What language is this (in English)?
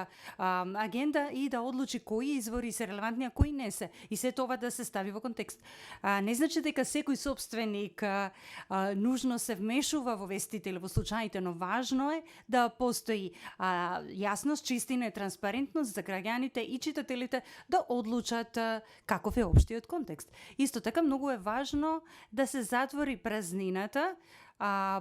Macedonian